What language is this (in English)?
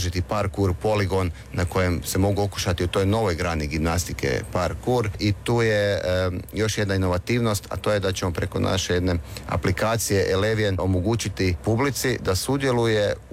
Croatian